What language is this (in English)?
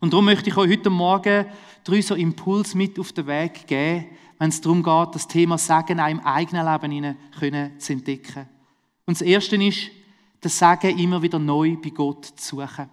Swiss German